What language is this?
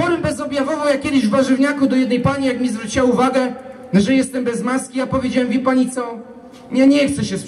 Polish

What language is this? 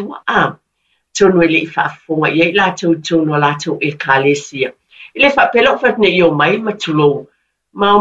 Samoan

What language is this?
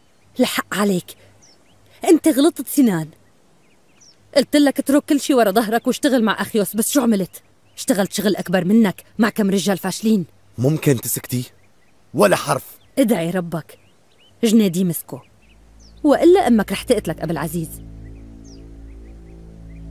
North Levantine Arabic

